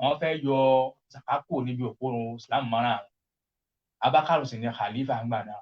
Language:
Yoruba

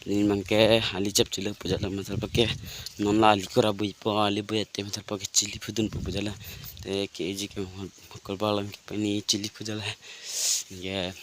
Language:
Karbi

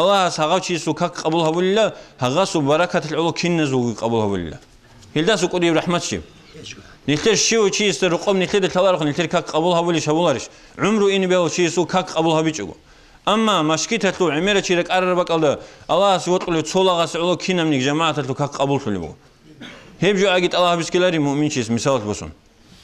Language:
Avaric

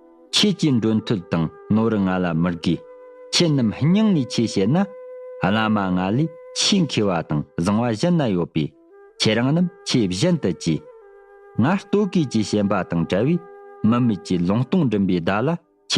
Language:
Tibetan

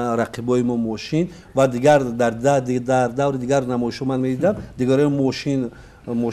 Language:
Tajik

